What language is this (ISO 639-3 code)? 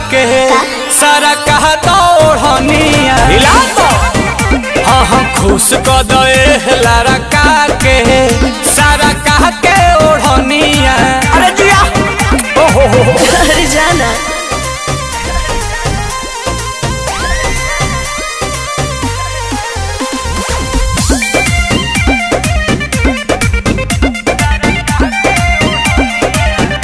bho